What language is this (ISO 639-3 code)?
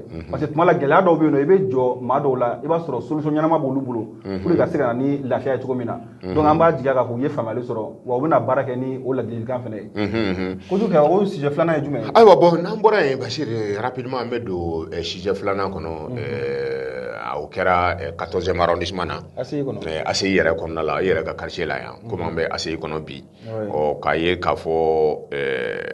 bam